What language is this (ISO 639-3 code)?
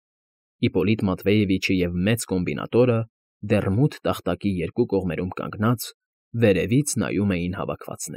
hye